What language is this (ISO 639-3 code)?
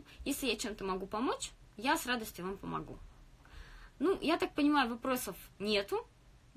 rus